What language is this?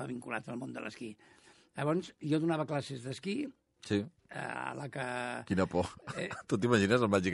Catalan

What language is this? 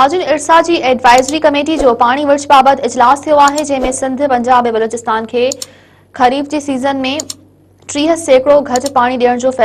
Sindhi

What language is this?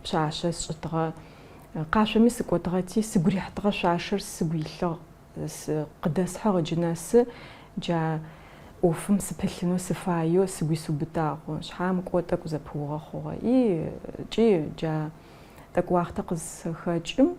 Adyghe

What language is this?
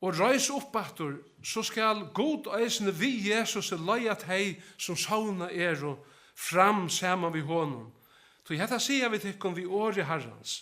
Faroese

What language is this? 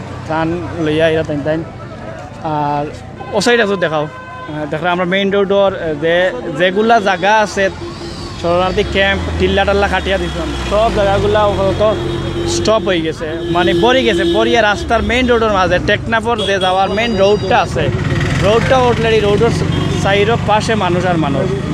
Sylheti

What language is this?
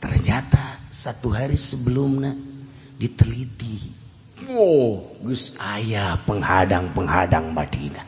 Sundanese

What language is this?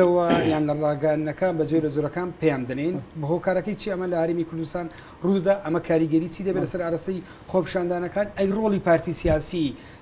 Central Kurdish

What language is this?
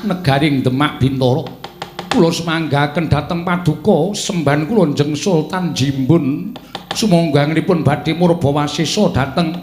Javanese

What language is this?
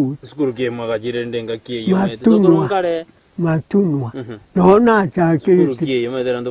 Gusii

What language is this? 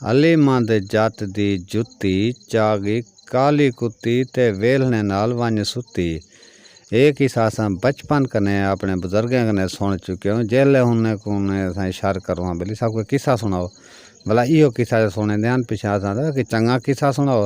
Saraiki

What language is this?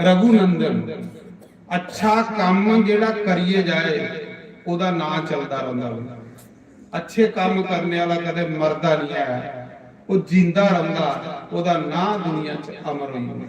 Dogri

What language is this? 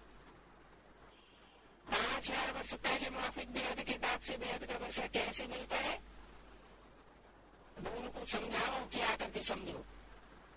Hindi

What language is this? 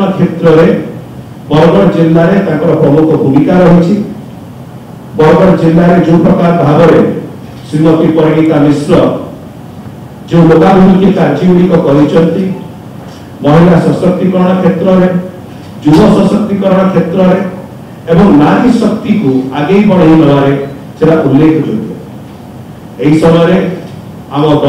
Odia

